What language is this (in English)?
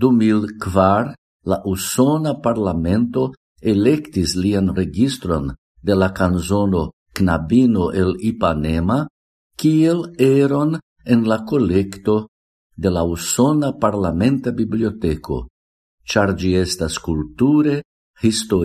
Esperanto